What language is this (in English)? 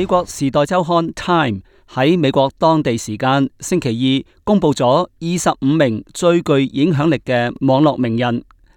Cantonese